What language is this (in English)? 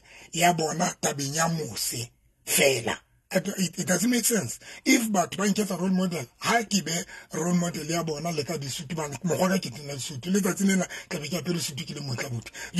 Southern Sotho